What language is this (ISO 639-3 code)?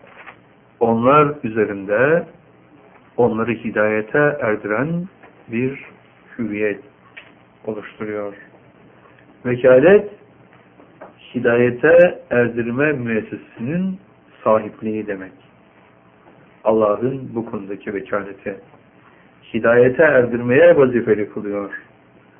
tur